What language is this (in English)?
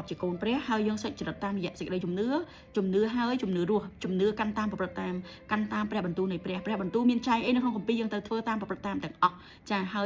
Khmer